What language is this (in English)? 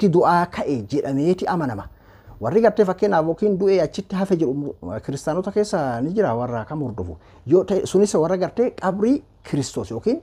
Oromo